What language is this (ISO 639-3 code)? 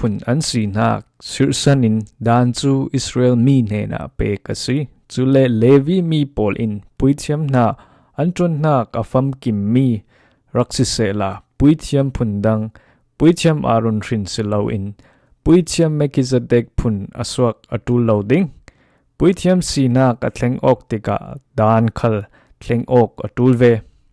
cfm